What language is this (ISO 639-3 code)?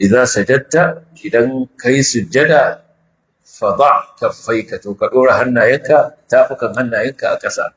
hau